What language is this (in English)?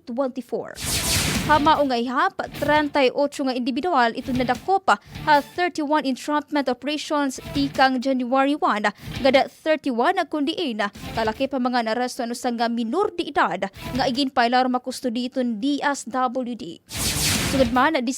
Waray